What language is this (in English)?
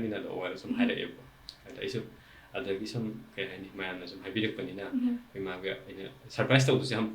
Manipuri